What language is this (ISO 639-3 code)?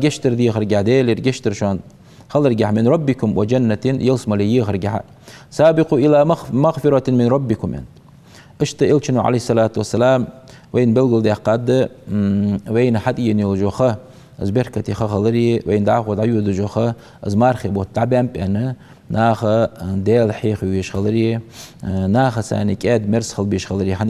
inh